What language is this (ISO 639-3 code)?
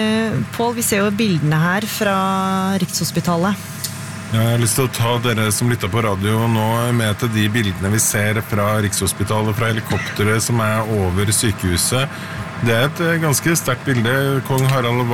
nor